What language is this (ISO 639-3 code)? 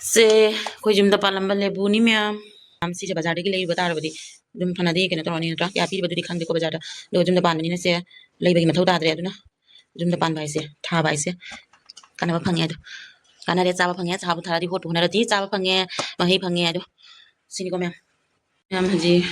mni